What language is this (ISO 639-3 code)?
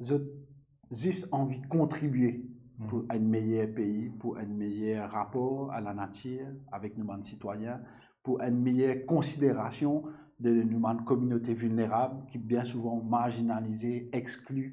mfe